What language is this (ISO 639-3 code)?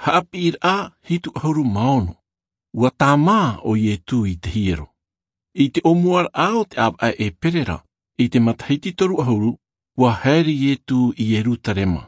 tah